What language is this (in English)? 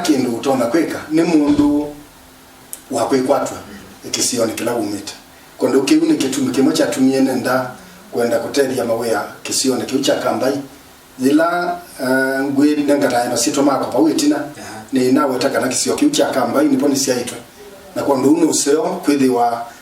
Kamba